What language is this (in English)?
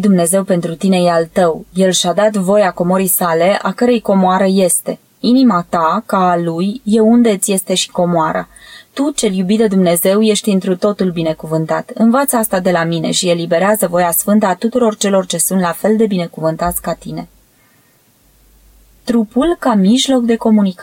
Romanian